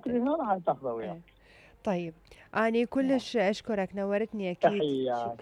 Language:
Mesopotamian Arabic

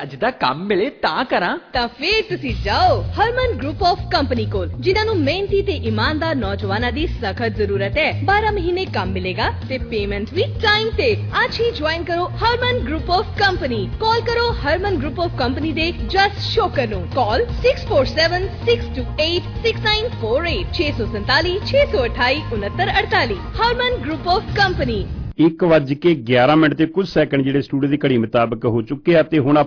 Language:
Punjabi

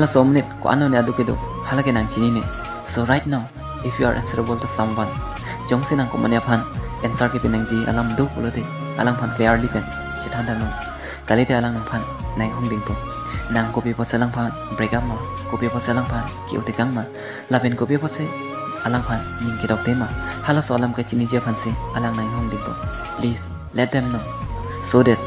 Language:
Karbi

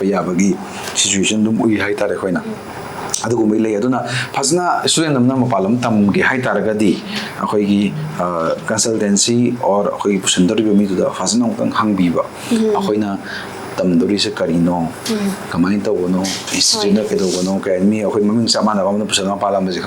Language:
Manipuri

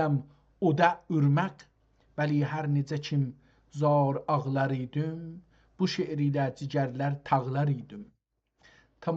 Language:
South Azerbaijani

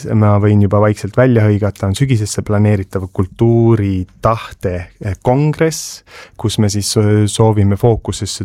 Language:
Estonian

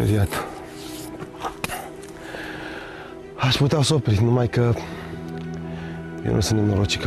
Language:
Romanian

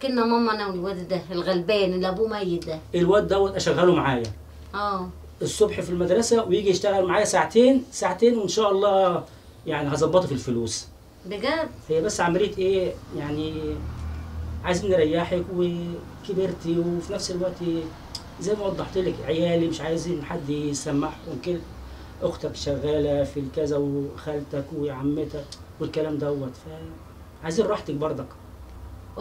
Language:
Egyptian Arabic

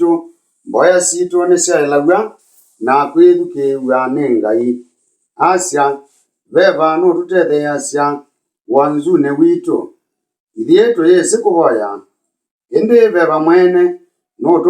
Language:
Kamba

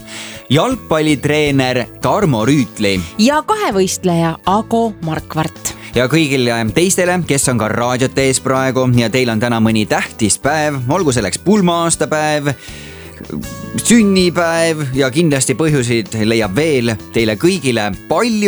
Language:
Estonian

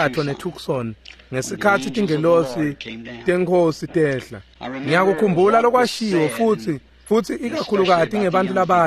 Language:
Swati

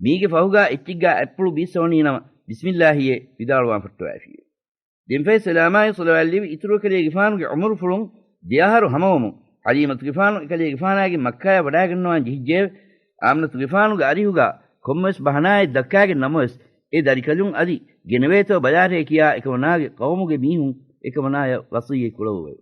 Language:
Divehi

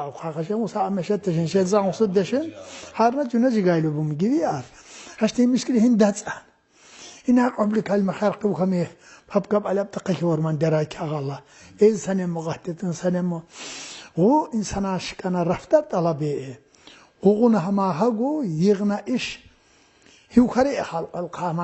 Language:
Tsakhur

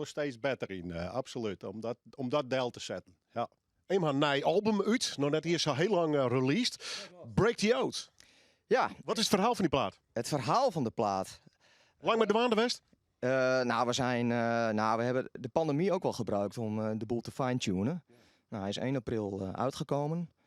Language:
Western Frisian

